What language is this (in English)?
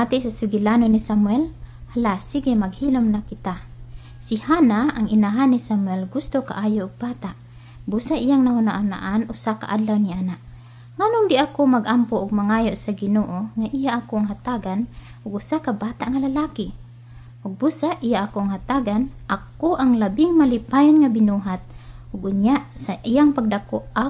Cebuano